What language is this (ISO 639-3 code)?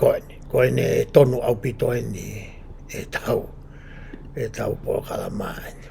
ton